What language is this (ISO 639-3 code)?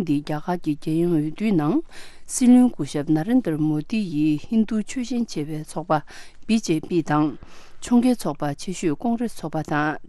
bod